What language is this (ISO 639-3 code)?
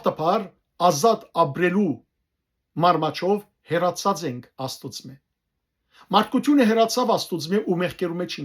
hyw